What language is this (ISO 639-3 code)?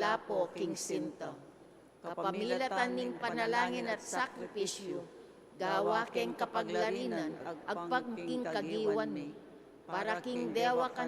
pam